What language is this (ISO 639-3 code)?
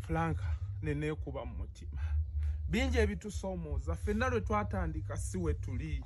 lug